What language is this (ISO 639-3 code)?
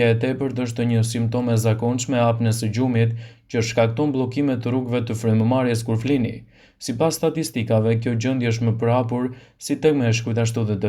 sqi